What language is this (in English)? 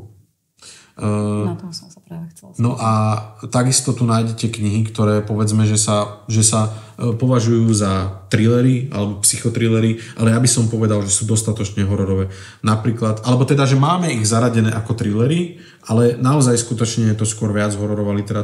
Slovak